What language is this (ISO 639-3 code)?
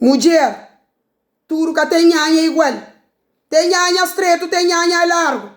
kea